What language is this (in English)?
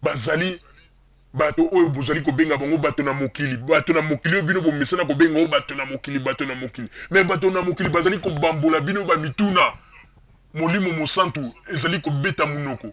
Lingala